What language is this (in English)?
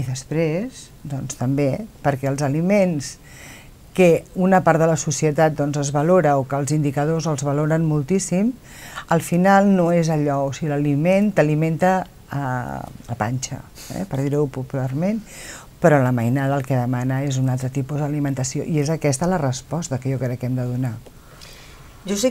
Catalan